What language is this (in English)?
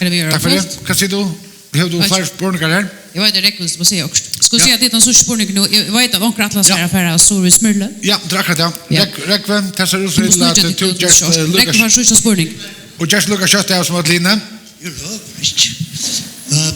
Faroese